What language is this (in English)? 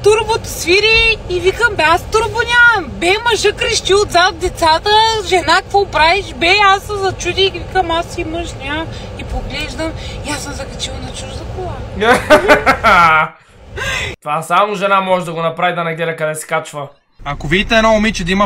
Bulgarian